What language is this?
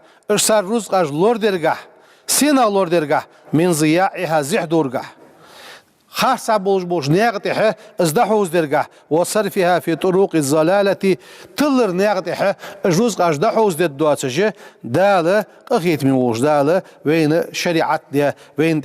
Ingush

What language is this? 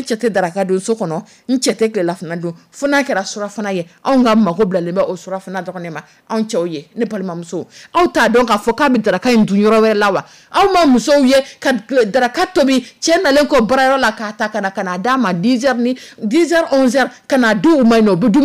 Dyula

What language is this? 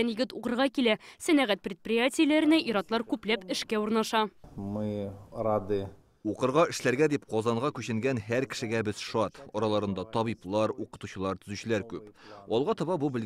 Tatar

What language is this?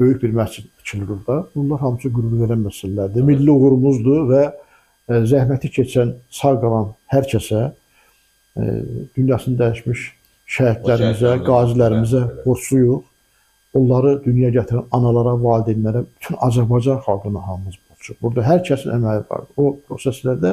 Azerbaijani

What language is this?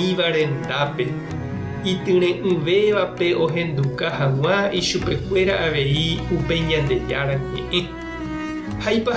Guarani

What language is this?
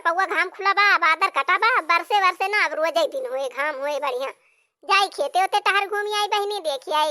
Awadhi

